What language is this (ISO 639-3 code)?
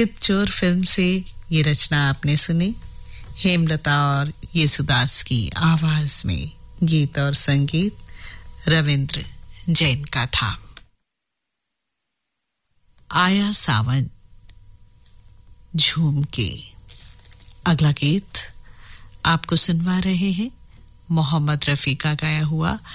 hin